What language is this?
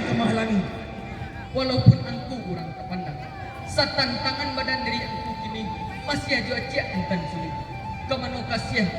Minangkabau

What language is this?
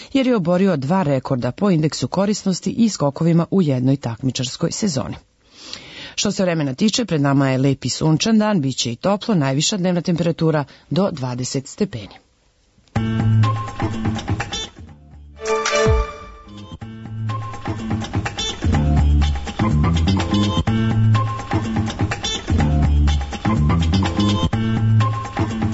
Serbian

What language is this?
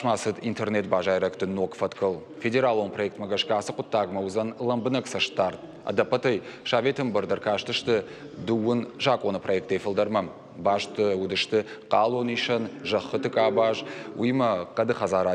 Ossetic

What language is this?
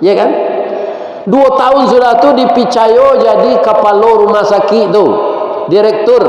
Minangkabau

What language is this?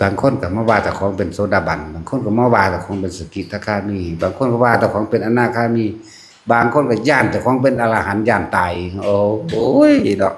Lao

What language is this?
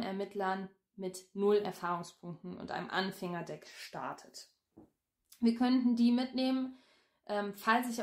German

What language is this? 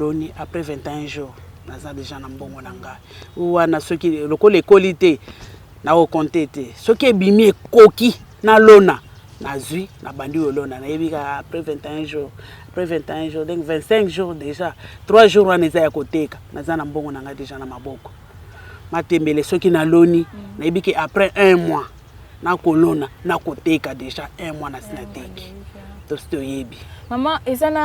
Lingala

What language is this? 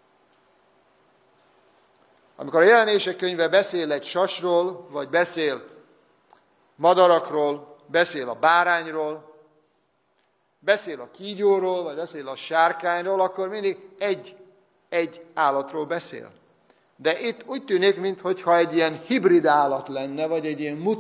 Hungarian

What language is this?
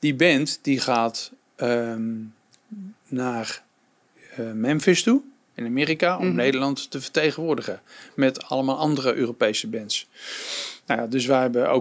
Dutch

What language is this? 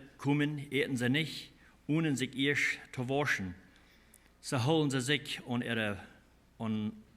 Plautdietsch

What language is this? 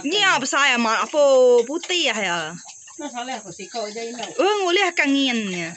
Iban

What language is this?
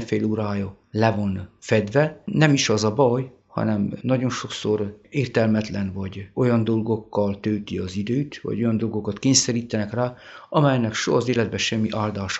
Hungarian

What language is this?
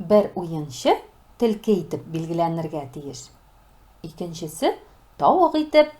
Tatar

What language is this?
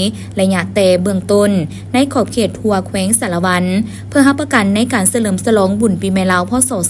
Lao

